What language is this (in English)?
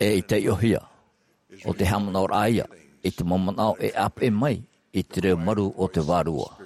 Tahitian